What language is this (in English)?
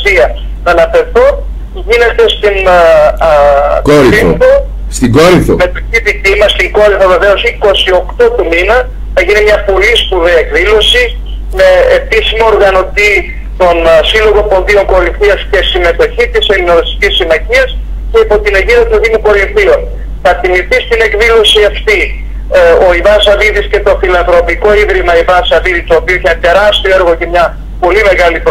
Greek